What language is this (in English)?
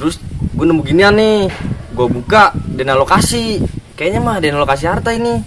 Betawi